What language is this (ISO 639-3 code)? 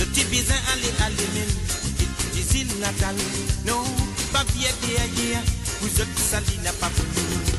mfe